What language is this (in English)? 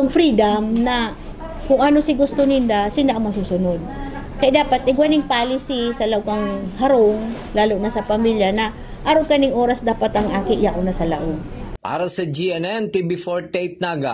Bikol